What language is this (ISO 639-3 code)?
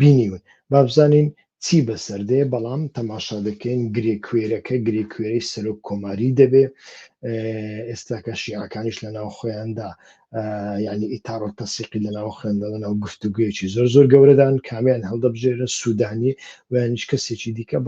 ckb